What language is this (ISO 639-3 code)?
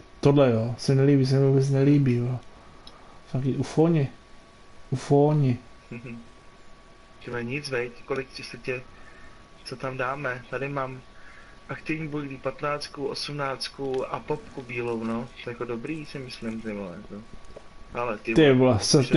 ces